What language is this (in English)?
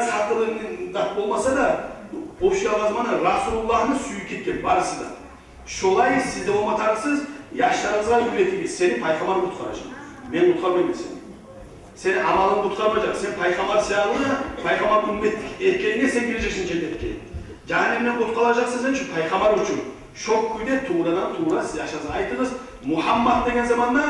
Kumyk